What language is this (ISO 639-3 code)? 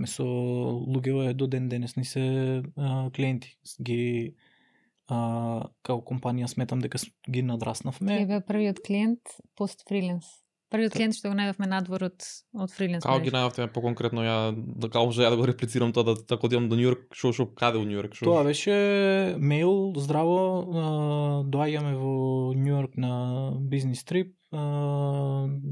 mkd